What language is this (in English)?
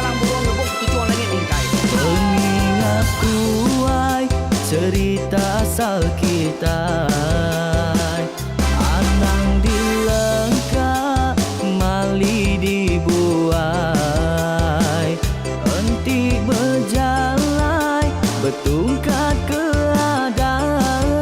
Iban